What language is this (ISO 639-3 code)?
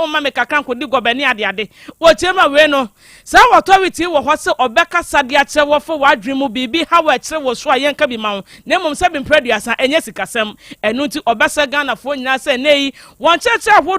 aka